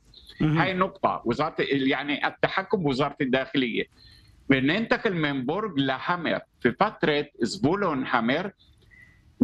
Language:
Arabic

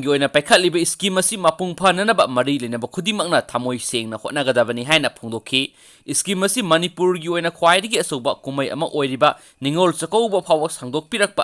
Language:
Manipuri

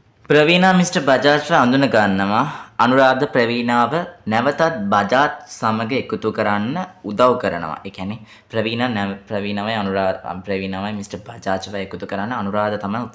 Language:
Sinhala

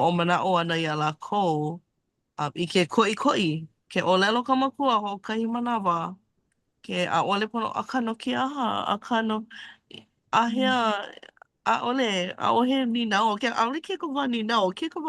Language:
Hawaiian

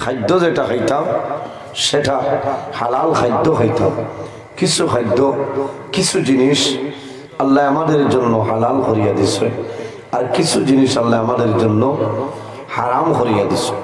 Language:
Sylheti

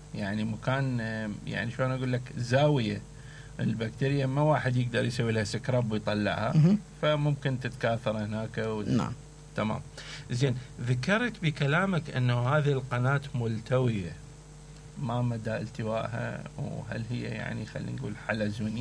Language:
Mesopotamian Arabic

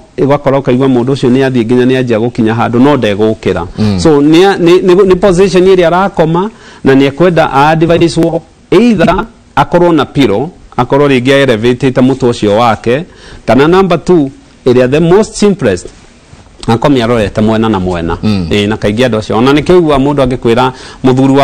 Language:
Kikuyu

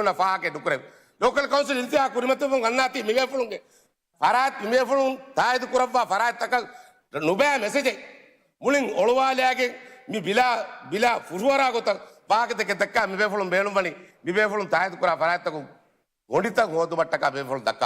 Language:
Divehi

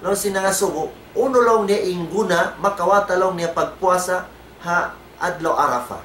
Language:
Tausug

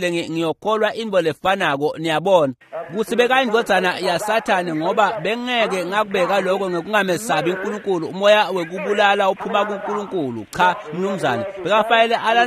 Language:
Swati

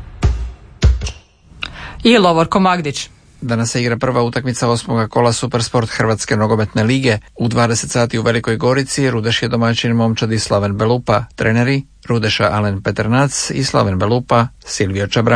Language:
Croatian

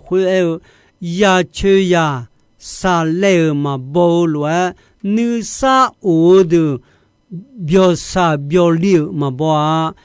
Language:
Akha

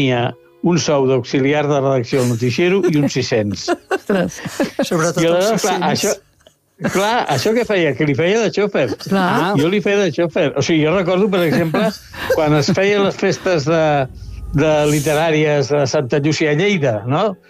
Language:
Catalan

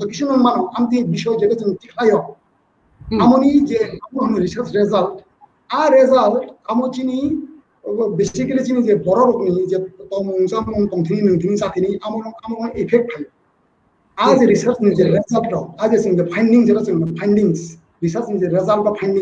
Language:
Kok Borok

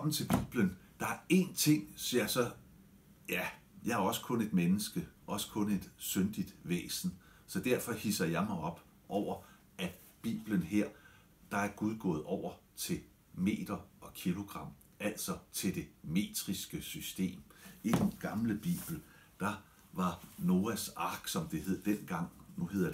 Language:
Danish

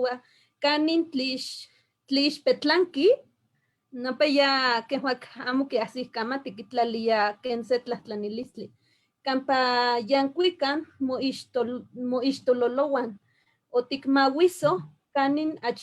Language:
Eastern Huasteca Nahuatl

